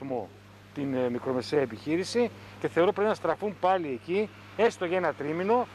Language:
Greek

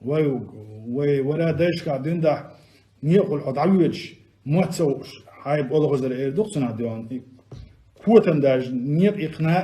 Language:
Chechen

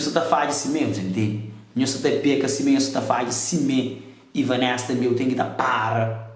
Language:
Kabuverdianu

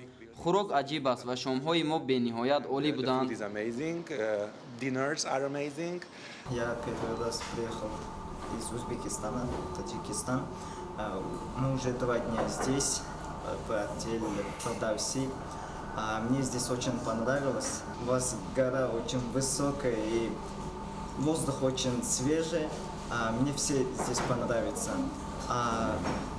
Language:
Tajik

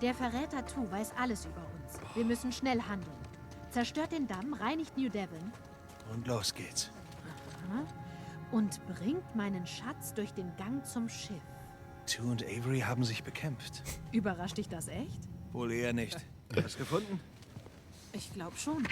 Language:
Swiss German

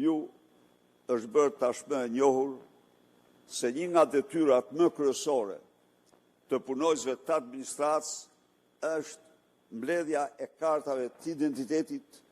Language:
Albanian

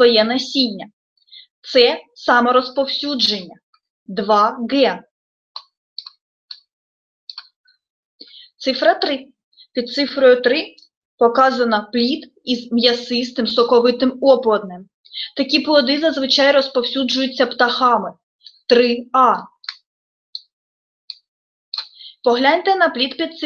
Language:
Ukrainian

